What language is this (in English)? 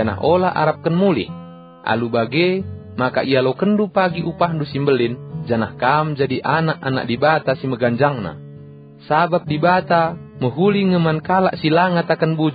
Batak Karo